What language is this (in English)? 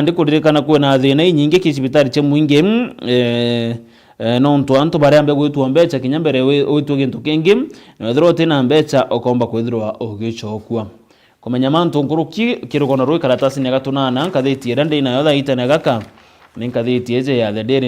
Meru